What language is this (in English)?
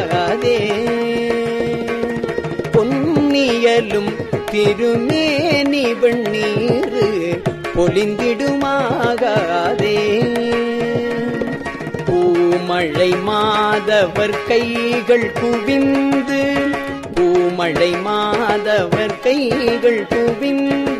Tamil